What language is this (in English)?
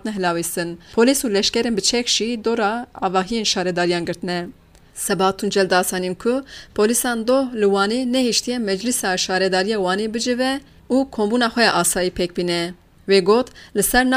Kurdish